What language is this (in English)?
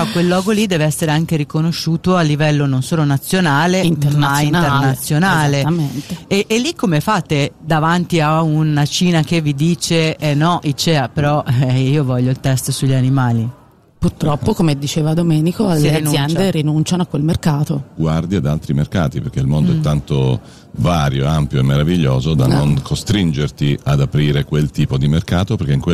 Italian